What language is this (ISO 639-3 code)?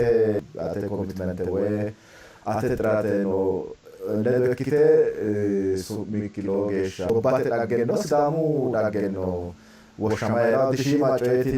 sid